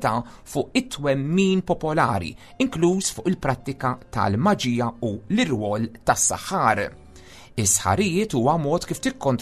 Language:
Maltese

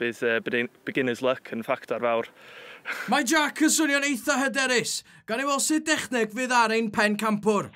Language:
Welsh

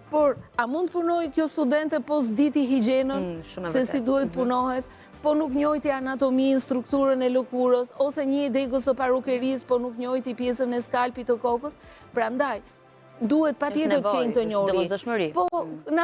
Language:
Albanian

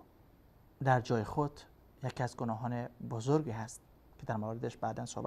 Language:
Persian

